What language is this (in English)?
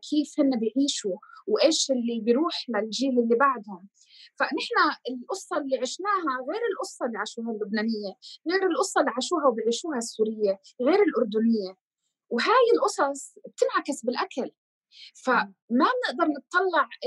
North Levantine Arabic